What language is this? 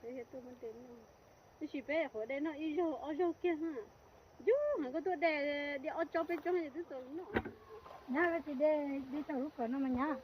Hmong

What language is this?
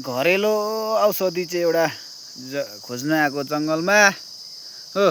Nepali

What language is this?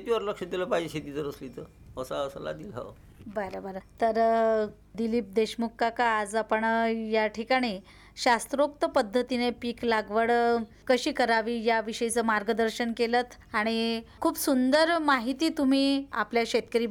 Marathi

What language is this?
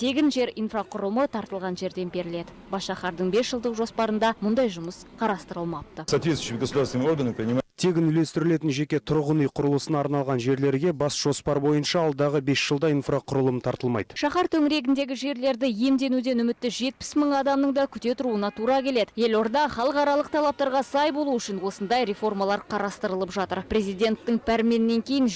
Kazakh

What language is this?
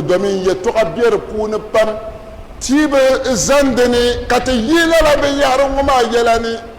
Dagbani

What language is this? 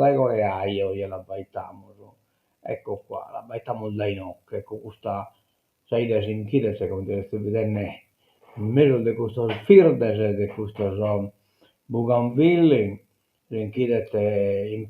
Sardinian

